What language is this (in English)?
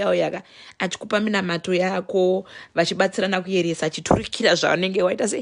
Shona